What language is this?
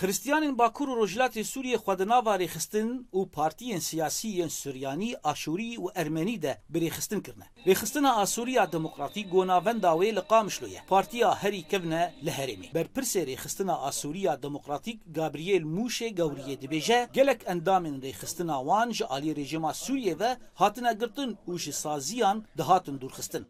Kurdish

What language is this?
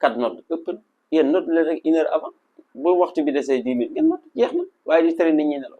Wolof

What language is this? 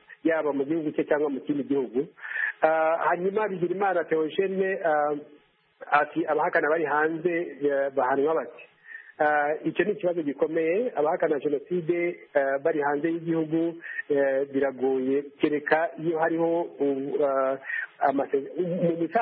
Kinyarwanda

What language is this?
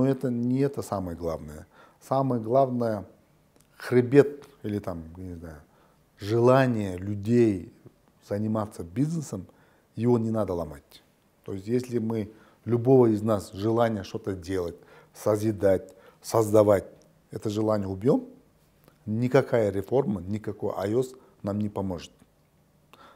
Russian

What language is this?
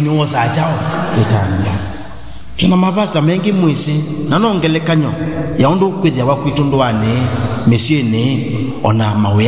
Kamba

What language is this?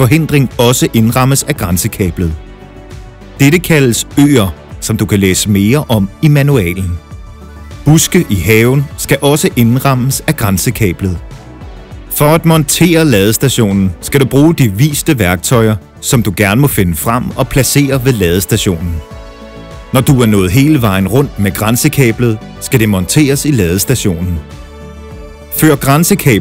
Danish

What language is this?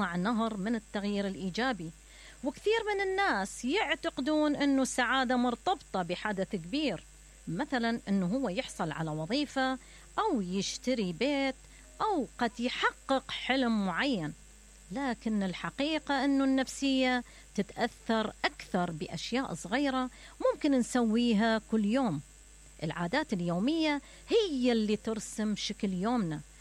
Mesopotamian Arabic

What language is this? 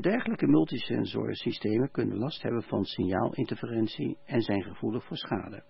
Dutch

